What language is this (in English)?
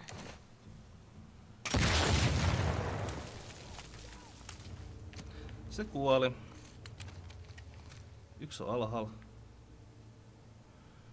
Finnish